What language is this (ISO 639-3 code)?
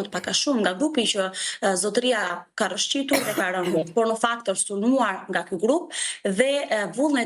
sqi